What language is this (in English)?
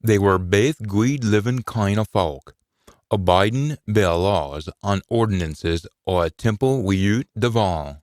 Scots